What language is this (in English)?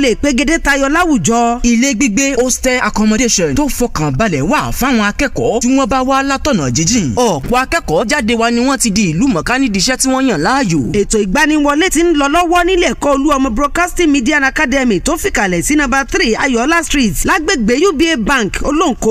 Yoruba